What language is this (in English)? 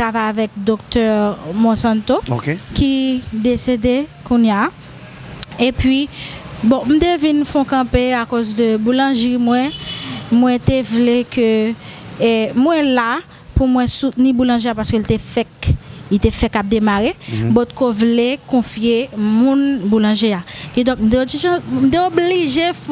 Haitian Creole